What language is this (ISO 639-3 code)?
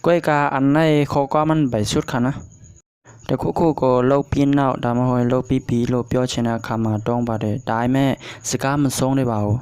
shn